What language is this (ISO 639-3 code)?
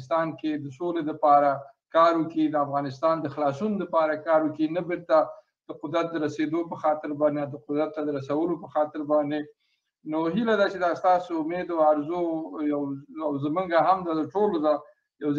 pus